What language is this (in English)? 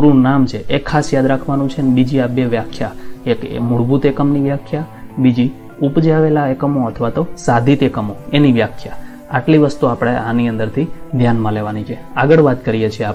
Gujarati